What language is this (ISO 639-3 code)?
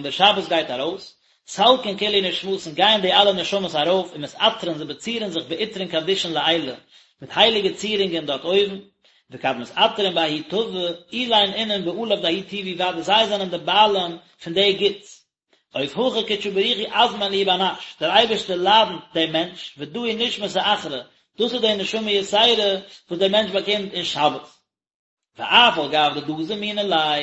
yid